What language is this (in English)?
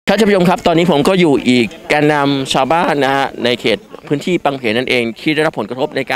Thai